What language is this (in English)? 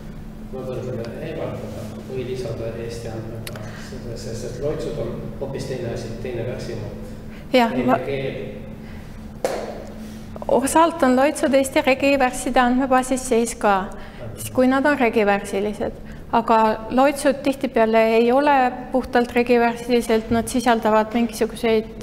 Estonian